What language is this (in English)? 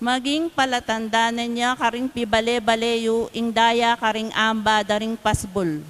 Pampanga